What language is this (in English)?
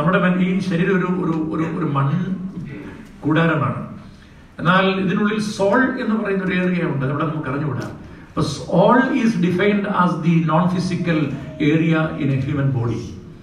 Malayalam